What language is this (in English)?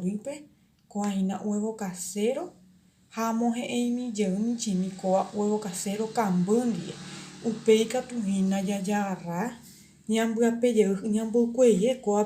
Guarani